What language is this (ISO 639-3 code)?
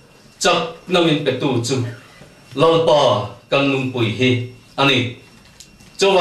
vie